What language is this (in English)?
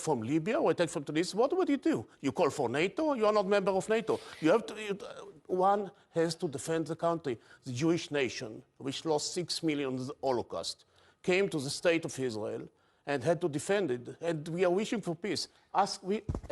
English